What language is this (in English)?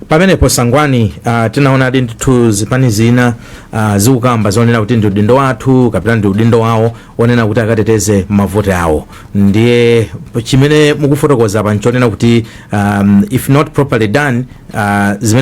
Nyanja